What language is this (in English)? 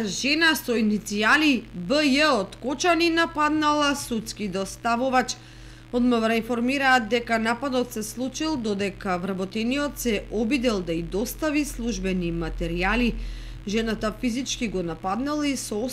Macedonian